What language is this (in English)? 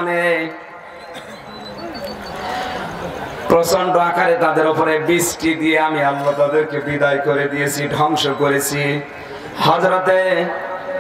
Bangla